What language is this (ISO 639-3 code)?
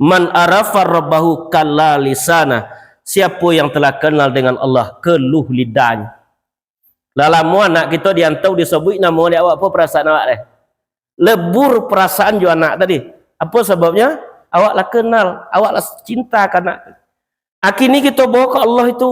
min